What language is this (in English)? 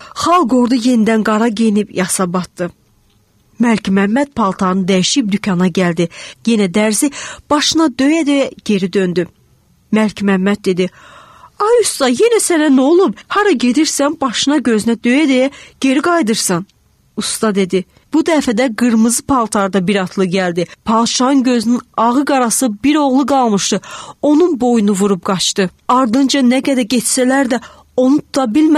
Azerbaijani